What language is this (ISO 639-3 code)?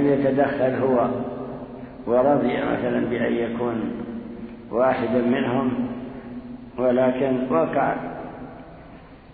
ara